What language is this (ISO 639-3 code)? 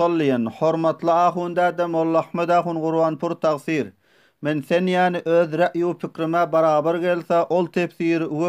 tuk